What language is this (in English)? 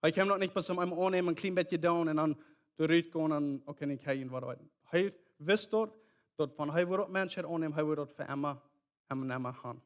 Plautdietsch